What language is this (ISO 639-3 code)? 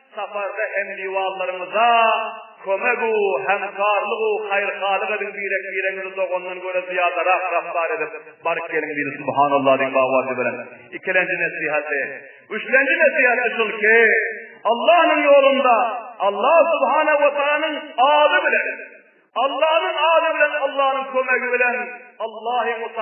tuk